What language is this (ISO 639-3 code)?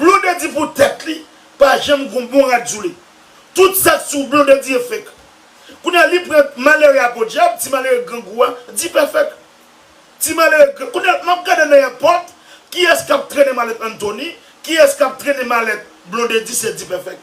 hat